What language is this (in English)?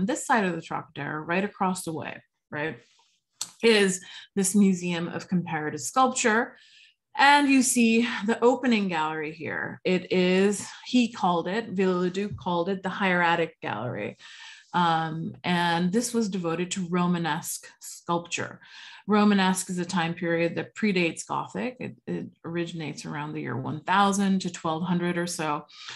English